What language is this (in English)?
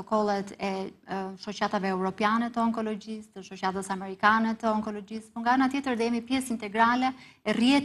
Albanian